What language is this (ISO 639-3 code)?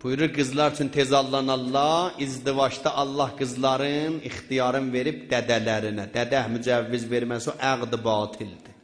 azb